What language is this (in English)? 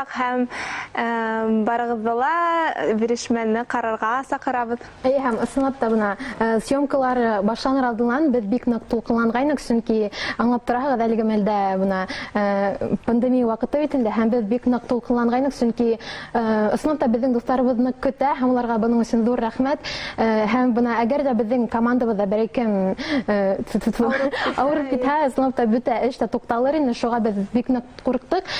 Bashkir